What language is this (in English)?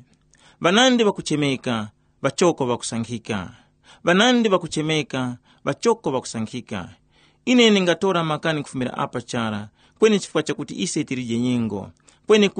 Tumbuka